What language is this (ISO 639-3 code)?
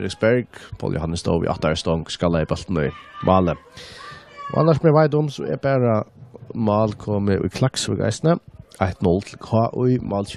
fao